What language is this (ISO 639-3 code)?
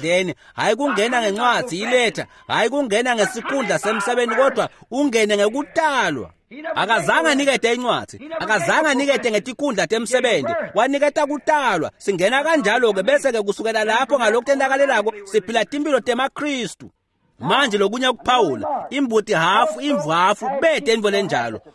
ssw